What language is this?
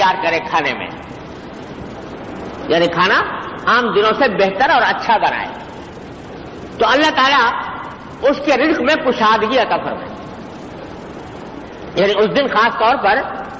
Urdu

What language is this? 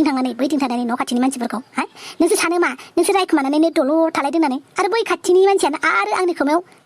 Bodo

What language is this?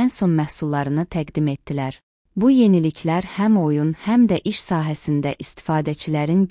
Azerbaijani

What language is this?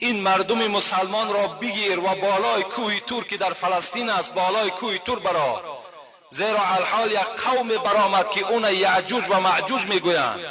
Tajik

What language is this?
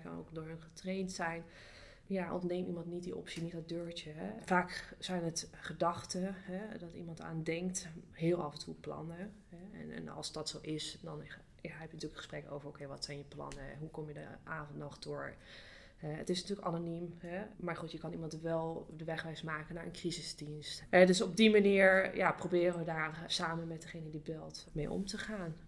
Dutch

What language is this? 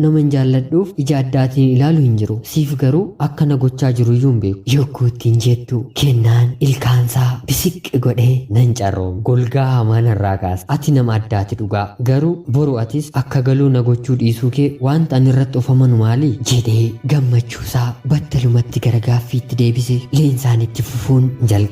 Oromo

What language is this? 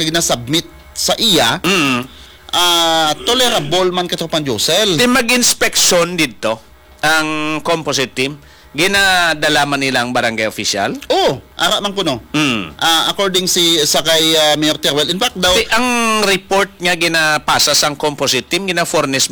Hiligaynon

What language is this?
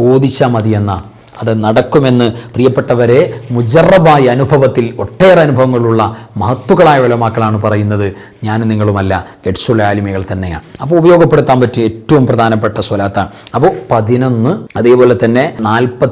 Malayalam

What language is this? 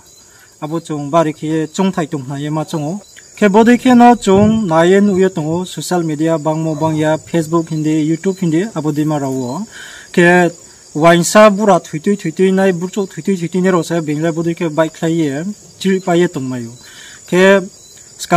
Riang (India)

